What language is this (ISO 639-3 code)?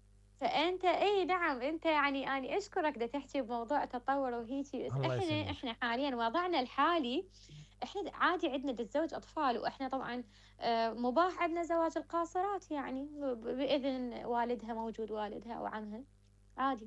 acm